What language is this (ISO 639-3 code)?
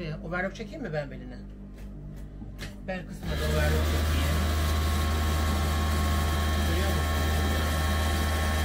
tur